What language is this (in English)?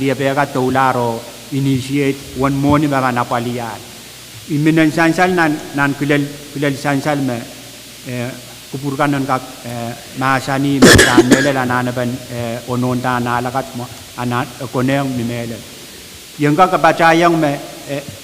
Pohnpeian